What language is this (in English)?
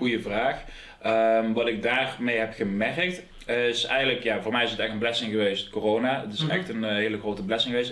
Dutch